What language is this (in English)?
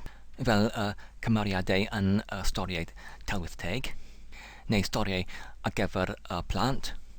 Welsh